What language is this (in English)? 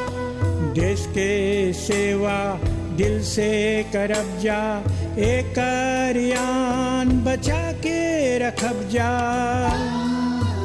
Bhojpuri